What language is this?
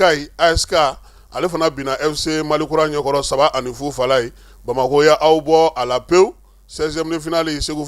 Bambara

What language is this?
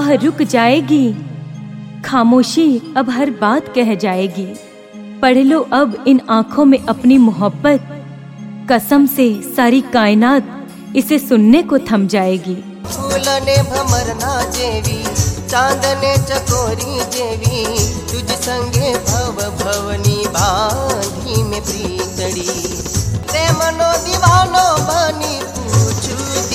Hindi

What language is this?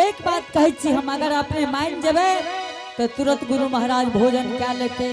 Angika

